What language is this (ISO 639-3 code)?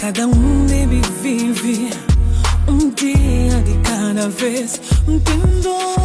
kea